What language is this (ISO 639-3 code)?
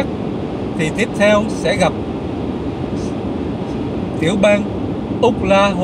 vie